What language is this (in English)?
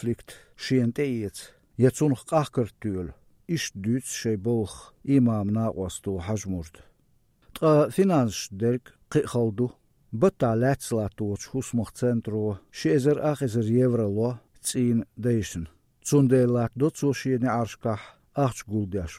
Chechen